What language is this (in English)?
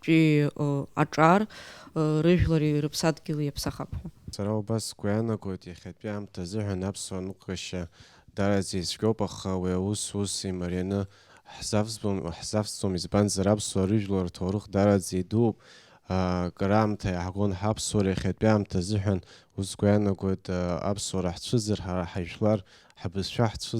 Abkhazian